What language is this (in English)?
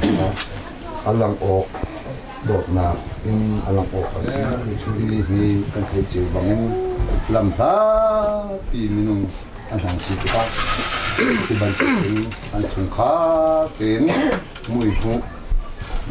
Hakha Chin